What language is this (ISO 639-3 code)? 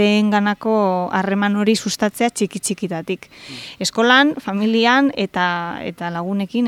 eus